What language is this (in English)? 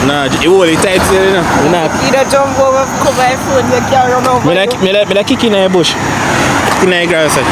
Jamaican Creole English